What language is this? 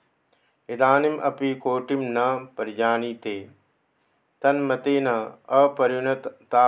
Sanskrit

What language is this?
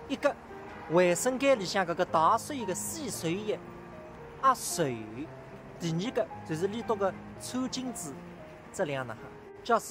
Wu Chinese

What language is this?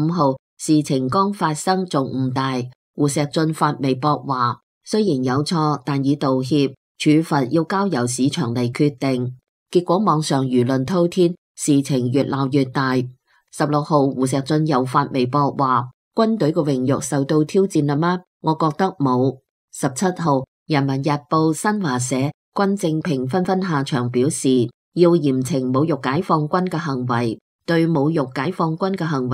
Cantonese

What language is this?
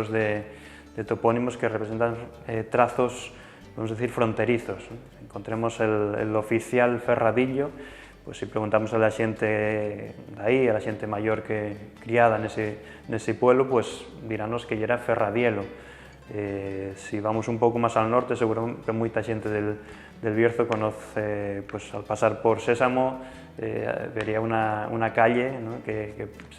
Asturian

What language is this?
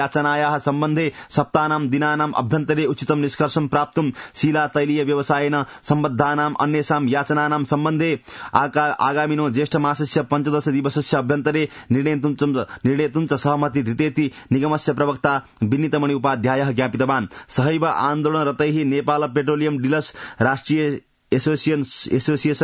Sanskrit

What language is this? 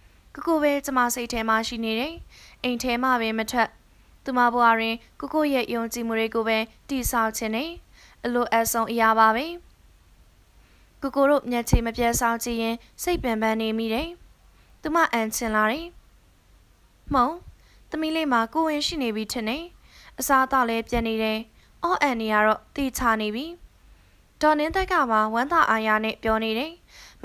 Burmese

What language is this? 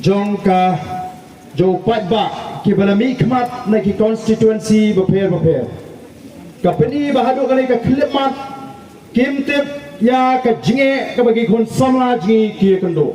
Khasi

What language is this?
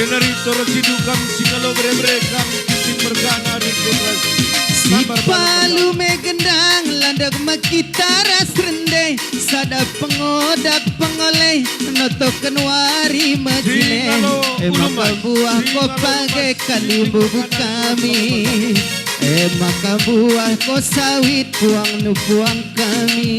Batak Karo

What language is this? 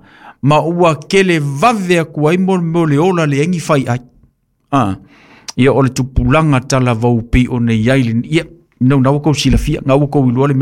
Samoan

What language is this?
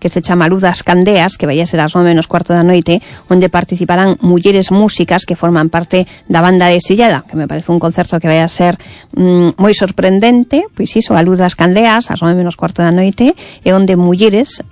Galician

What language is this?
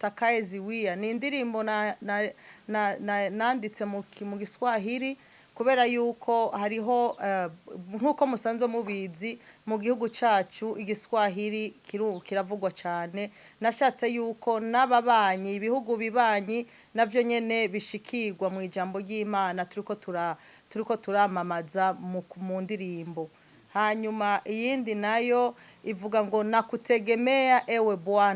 Rundi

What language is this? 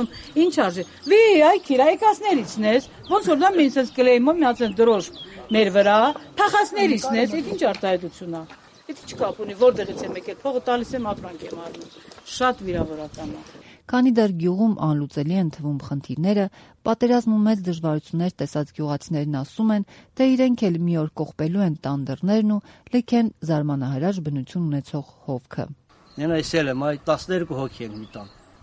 Armenian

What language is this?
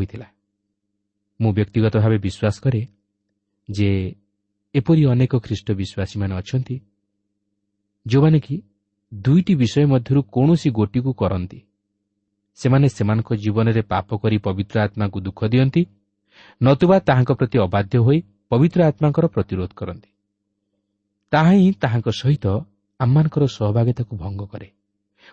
Odia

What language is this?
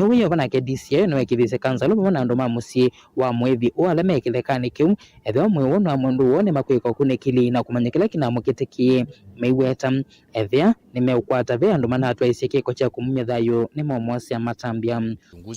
Kamba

